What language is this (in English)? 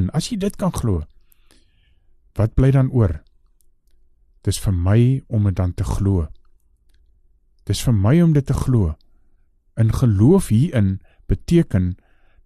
Afrikaans